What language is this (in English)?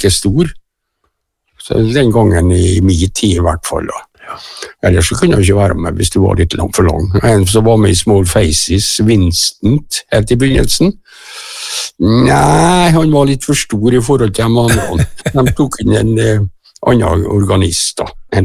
Norwegian